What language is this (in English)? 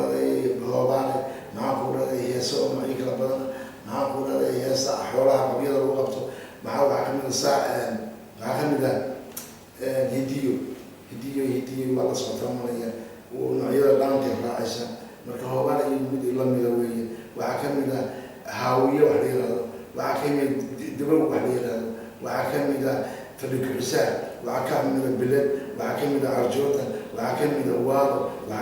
Somali